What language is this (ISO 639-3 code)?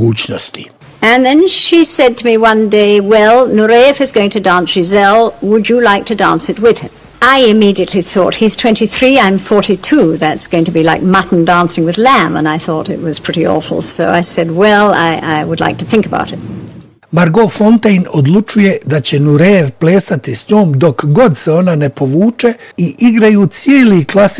bos